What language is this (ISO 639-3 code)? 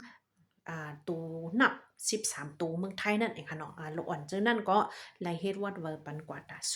shn